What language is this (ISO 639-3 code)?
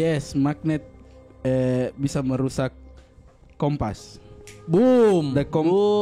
mfp